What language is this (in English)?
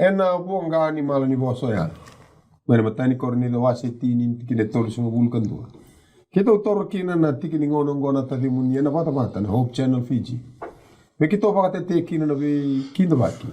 Fijian